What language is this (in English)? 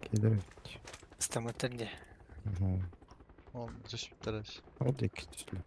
Yakut